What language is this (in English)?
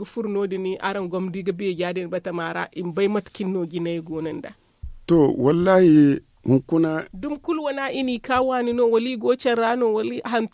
Zarma